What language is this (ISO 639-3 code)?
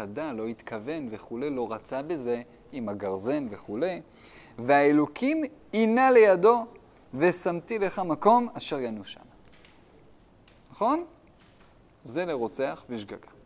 heb